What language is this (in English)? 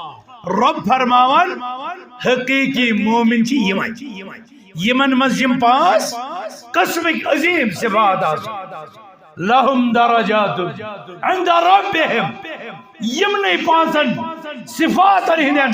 Kashmiri